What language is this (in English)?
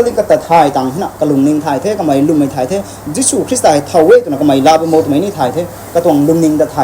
Rongmei Naga